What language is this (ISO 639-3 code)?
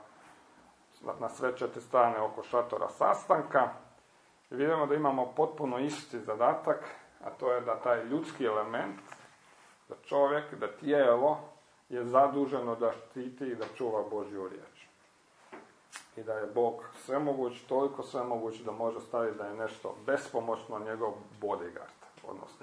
hrv